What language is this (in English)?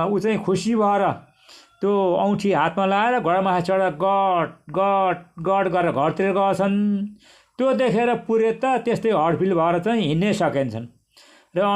Nepali